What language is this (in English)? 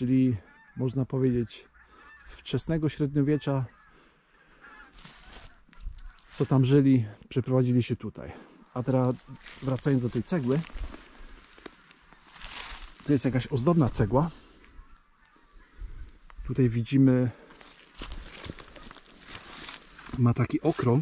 Polish